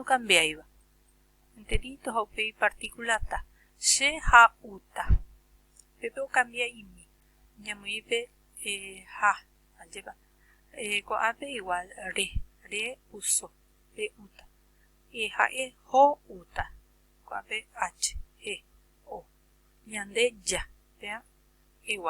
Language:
Guarani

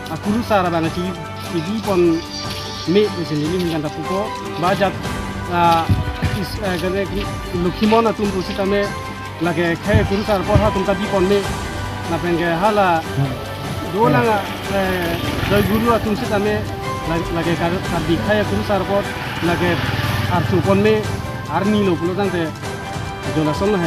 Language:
Karbi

